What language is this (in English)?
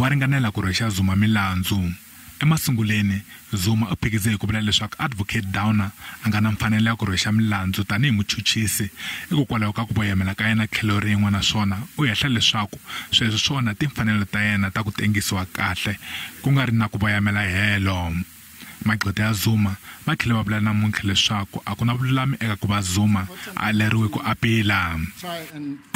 Tsonga